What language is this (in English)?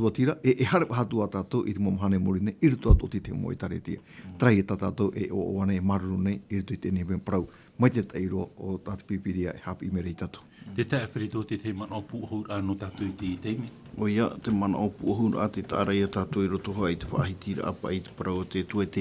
Tahitian